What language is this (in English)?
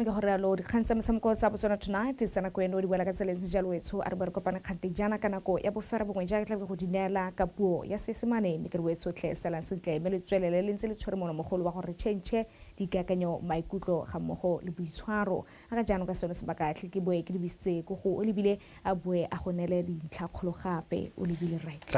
Tswana